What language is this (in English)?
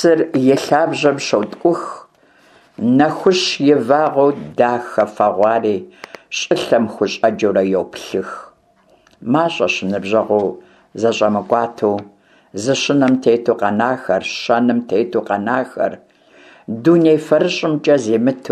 Kabardian